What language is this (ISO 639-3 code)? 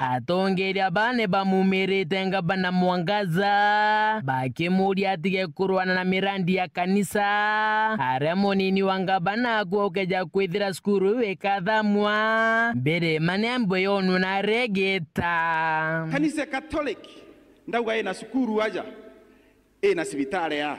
mer